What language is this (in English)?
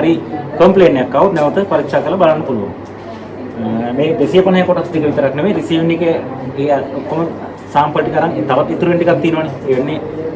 Sinhala